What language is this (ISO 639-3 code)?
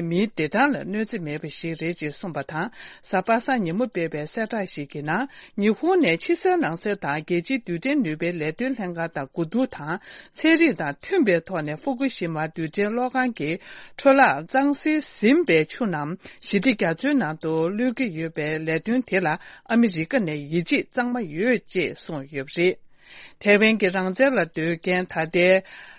bod